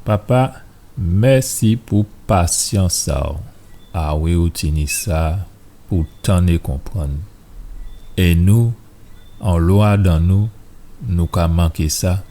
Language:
Guadeloupean Creole French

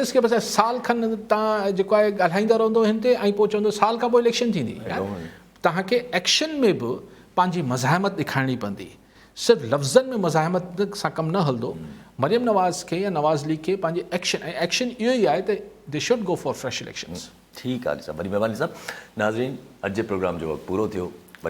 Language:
Sindhi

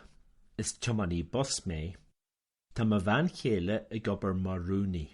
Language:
Irish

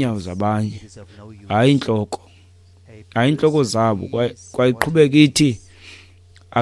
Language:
Xhosa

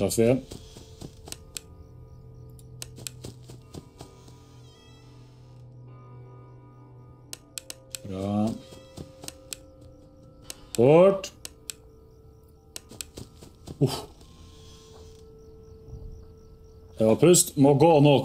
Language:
Norwegian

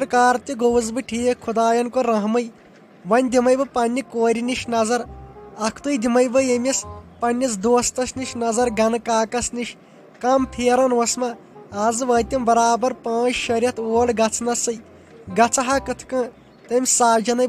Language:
Kashmiri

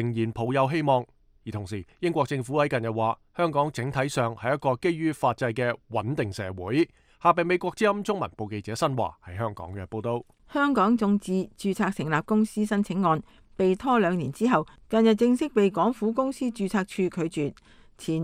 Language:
Cantonese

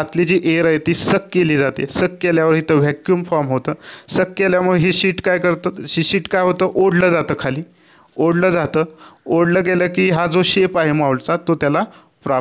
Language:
Marathi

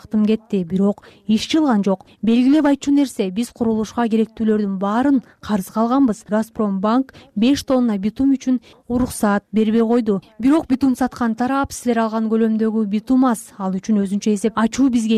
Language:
Kyrgyz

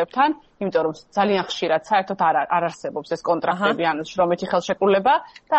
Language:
Georgian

